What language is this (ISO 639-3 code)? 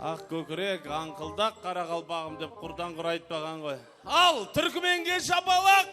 kaa